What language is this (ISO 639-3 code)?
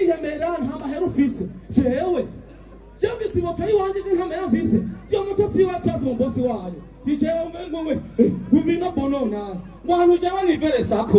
run